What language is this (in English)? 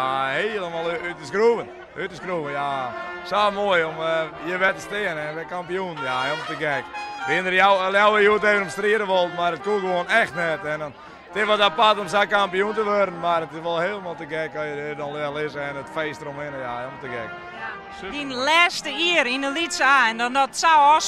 Western Frisian